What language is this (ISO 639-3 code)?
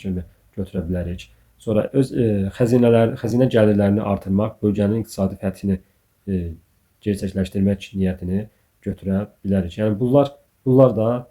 aze